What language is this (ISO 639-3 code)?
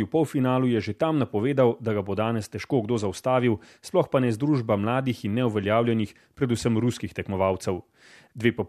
slv